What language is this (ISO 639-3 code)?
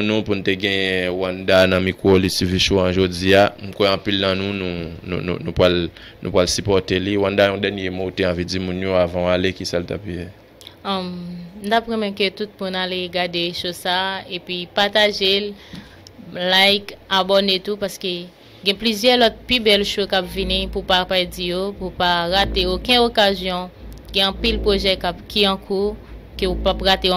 hat